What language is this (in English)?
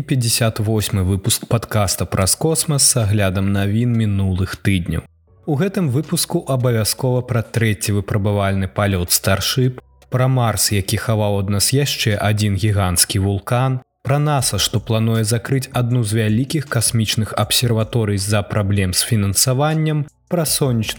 Belarusian